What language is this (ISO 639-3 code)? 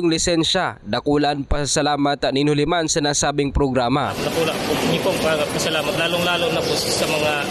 bik